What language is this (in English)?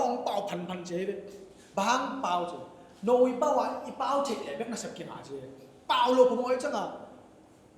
Tedim Chin